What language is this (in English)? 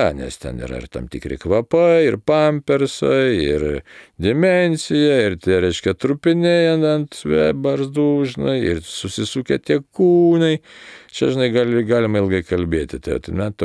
Lithuanian